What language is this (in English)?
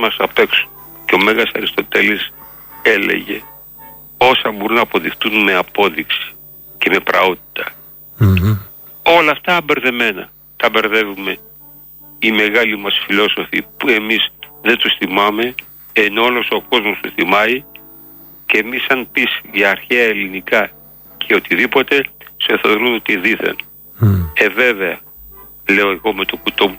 Greek